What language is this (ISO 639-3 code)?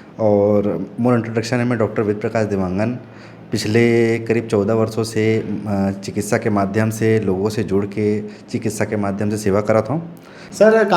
hne